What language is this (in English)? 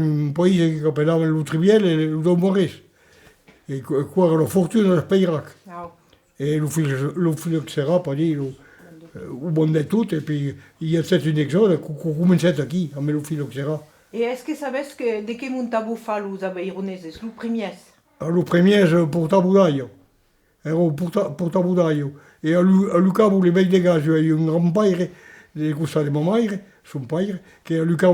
Occitan